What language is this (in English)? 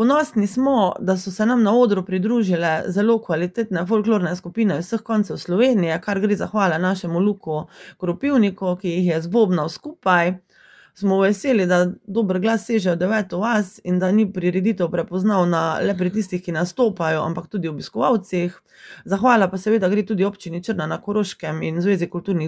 Slovenian